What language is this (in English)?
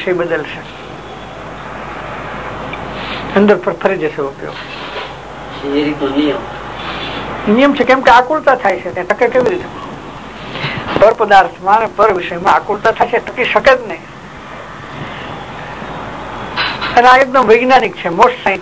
Gujarati